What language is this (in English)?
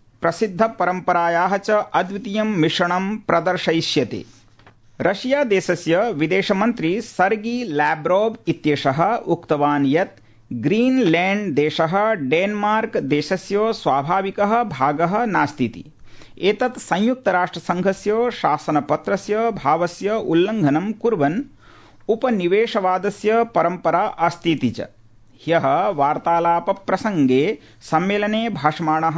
Sanskrit